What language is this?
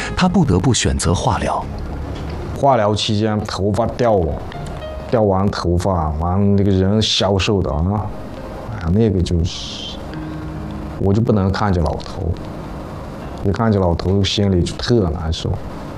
Chinese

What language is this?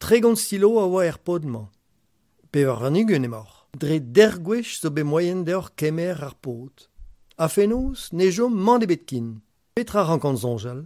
Breton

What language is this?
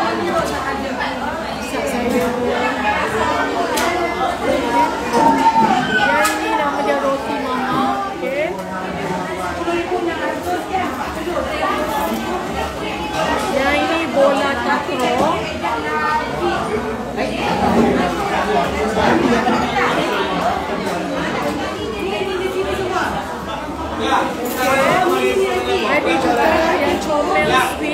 Malay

